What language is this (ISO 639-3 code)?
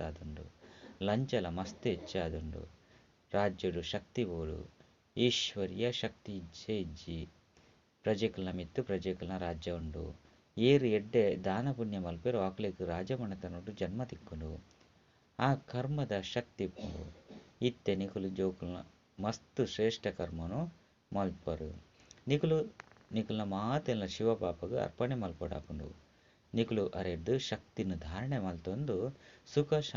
tcy